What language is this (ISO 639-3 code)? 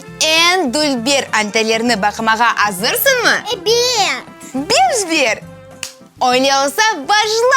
crh